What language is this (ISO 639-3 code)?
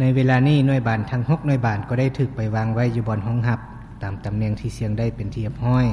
lao